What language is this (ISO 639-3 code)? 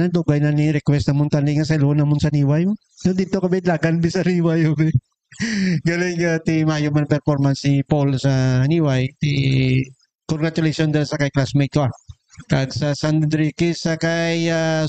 hil